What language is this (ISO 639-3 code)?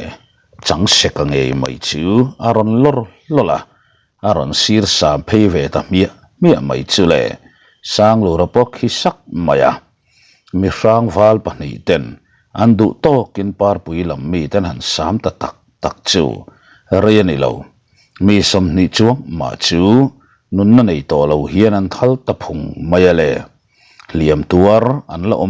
lus